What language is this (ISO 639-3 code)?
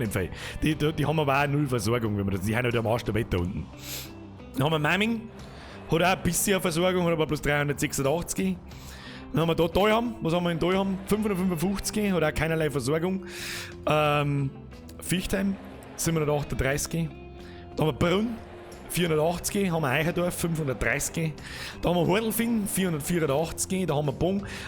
bar